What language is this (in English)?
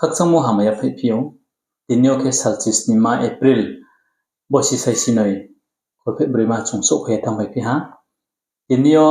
Riang (India)